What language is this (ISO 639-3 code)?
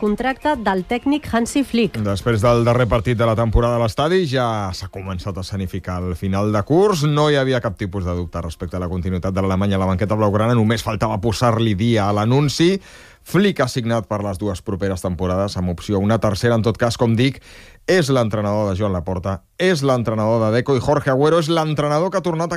cat